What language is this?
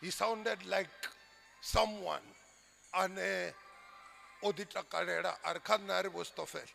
Venda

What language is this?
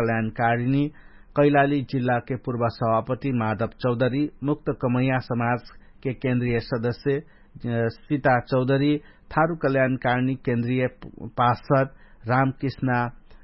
Dangaura Tharu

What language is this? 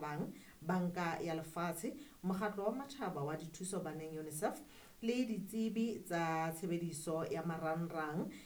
Southern Sotho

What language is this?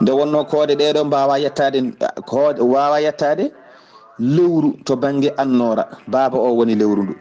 Fula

